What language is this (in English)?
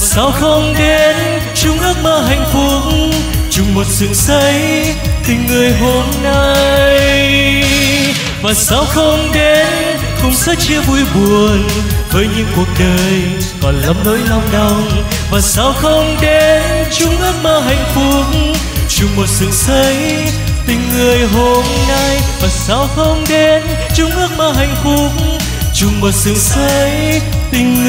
Vietnamese